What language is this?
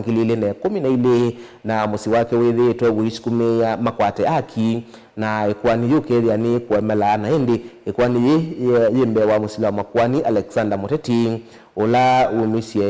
Kamba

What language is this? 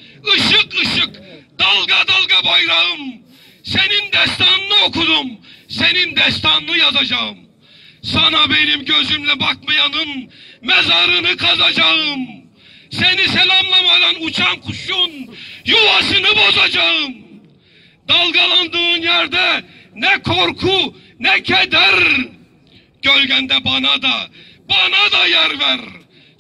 Turkish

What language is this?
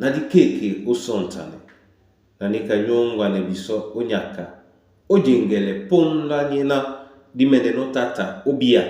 Duala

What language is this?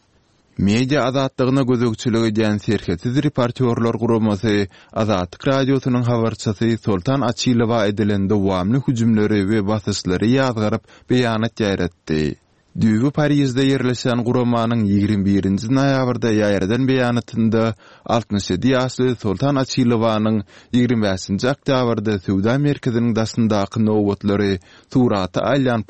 Turkmen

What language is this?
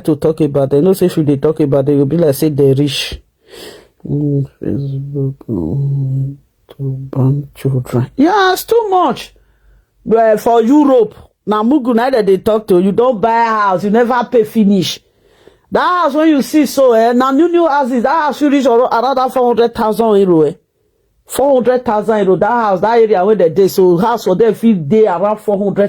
Nigerian Pidgin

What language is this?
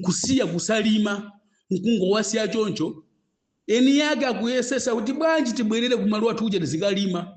Nyanja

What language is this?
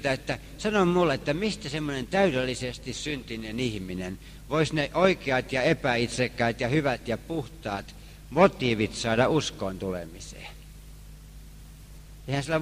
Finnish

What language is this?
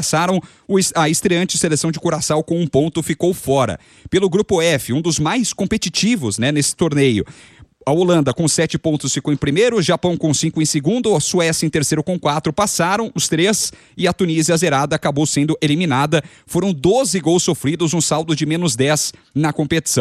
Portuguese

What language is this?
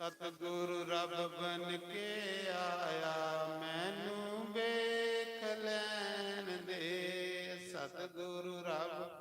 Dogri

